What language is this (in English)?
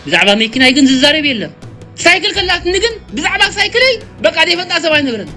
Tigrinya